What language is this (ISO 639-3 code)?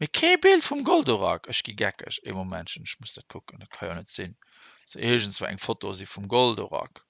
ltz